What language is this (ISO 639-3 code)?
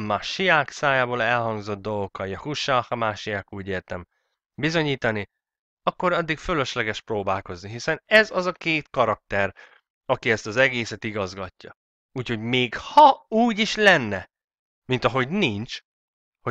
hun